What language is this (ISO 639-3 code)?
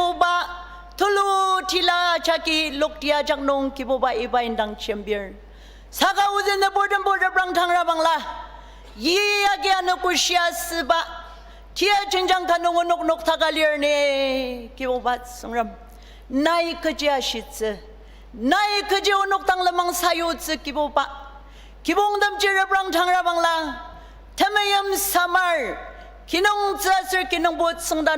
njo